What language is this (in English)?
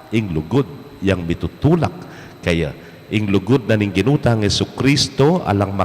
Pampanga